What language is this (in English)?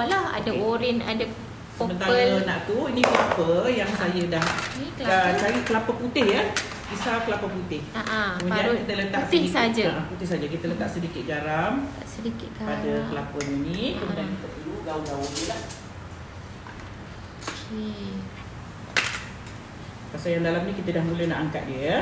Malay